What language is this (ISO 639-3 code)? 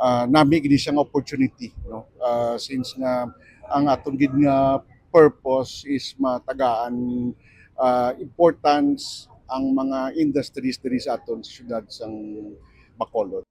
hil